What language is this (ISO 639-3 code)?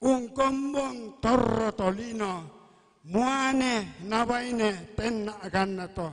sda